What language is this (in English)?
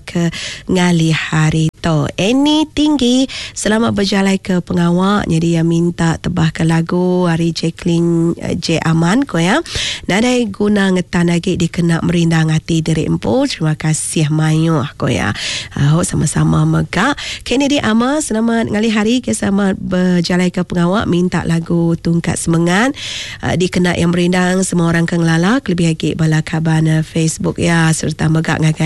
Iban